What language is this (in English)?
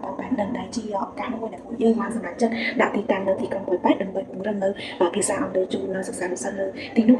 Khmer